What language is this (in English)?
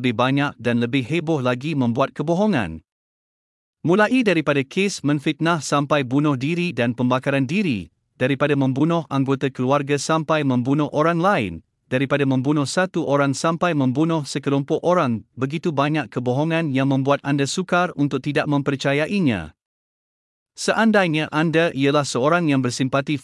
Malay